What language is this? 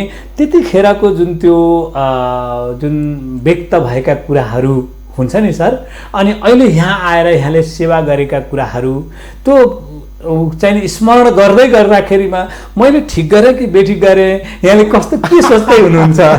Nepali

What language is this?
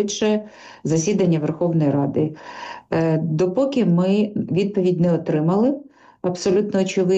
Ukrainian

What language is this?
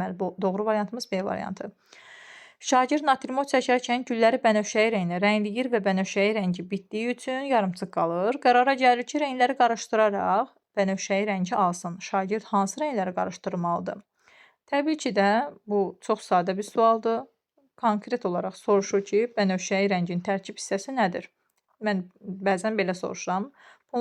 Azerbaijani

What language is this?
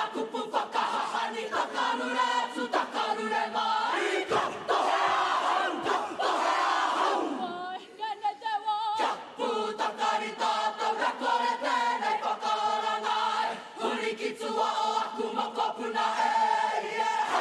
Māori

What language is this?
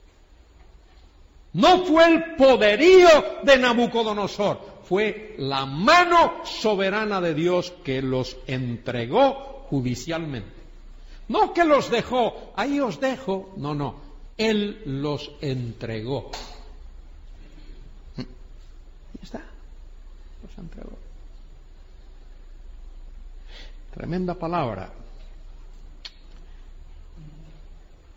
Spanish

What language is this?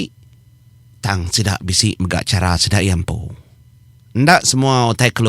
Iban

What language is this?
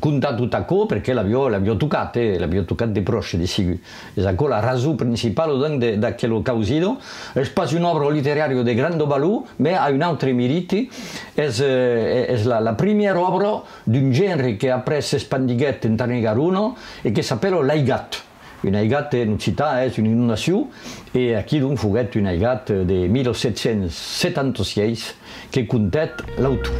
Occitan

